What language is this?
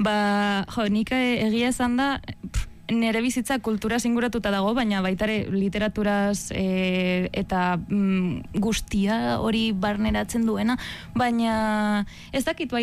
Basque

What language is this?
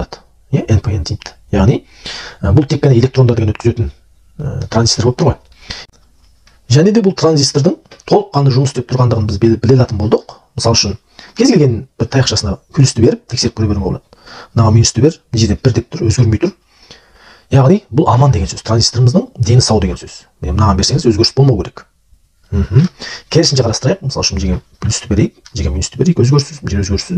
Kazakh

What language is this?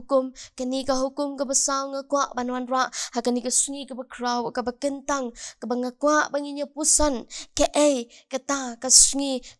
Khasi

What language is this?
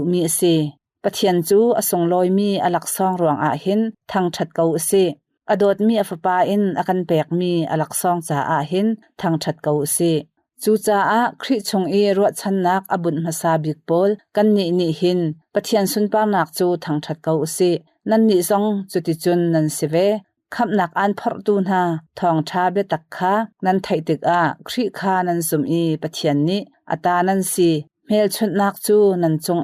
Hakha Chin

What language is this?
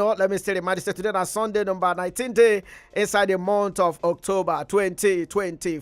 Nigerian Pidgin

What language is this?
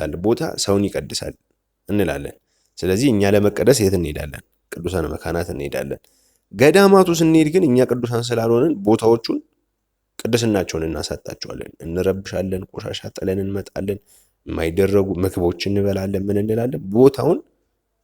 Amharic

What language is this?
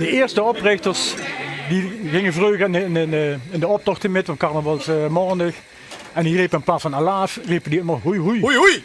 Limburgish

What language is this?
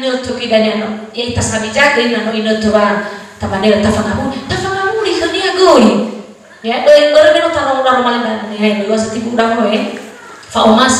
Nias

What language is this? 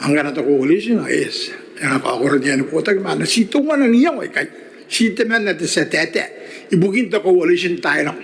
Gilbertese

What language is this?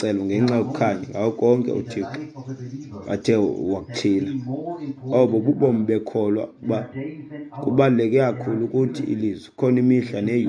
Xhosa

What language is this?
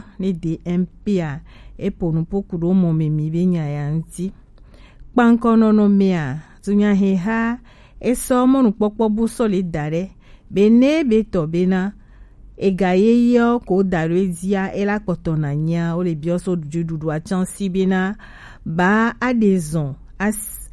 Gen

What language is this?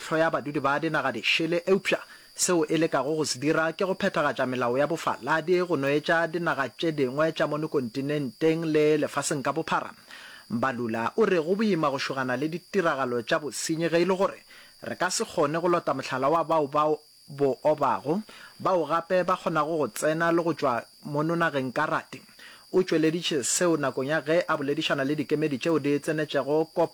Northern Sotho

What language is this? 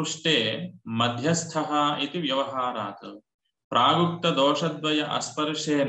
Sanskrit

